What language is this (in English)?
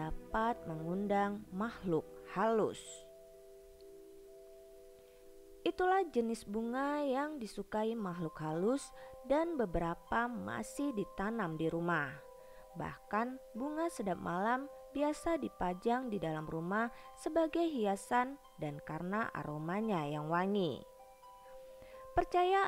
Indonesian